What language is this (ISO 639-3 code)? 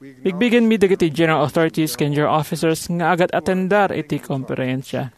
ilo